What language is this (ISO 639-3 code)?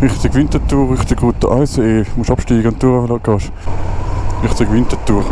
gsw